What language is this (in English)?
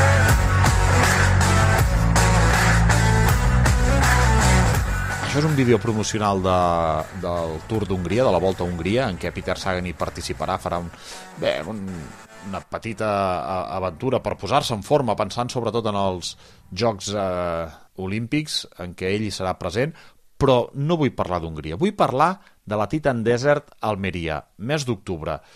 Catalan